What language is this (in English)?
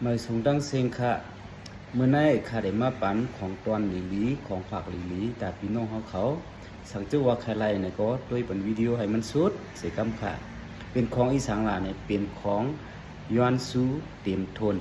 Shan